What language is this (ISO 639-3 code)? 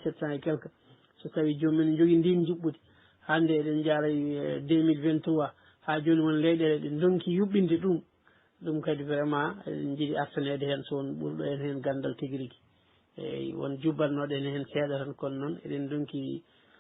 ful